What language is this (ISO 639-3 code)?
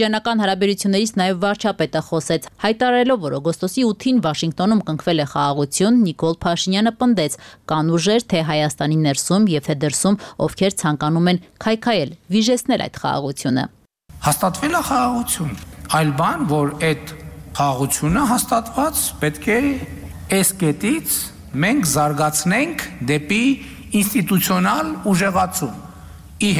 hye